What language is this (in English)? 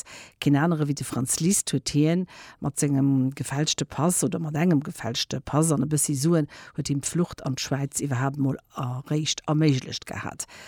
Luxembourgish